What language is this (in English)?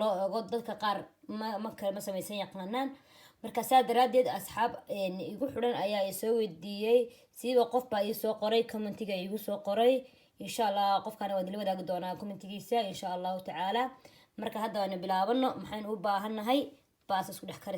Somali